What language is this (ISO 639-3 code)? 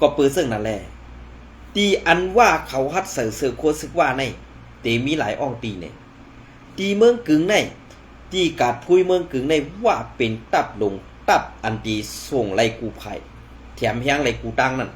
shn